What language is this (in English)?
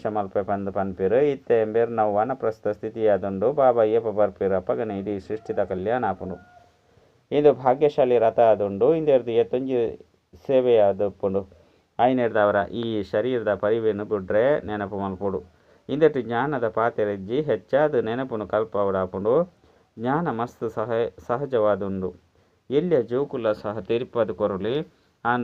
Tulu